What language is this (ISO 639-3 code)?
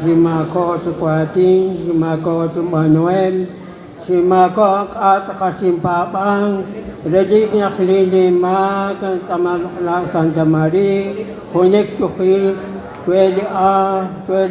kek